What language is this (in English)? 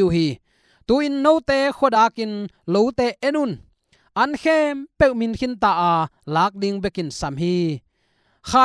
Tedim Chin